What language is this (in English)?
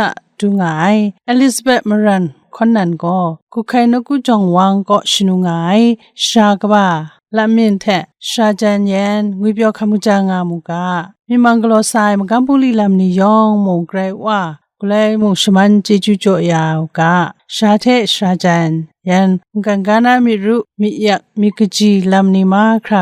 Kachin